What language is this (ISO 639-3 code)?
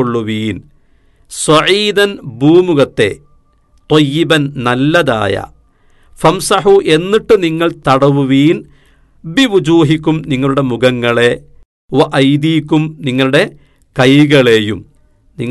mal